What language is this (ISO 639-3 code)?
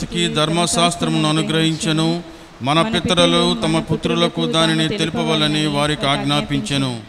tel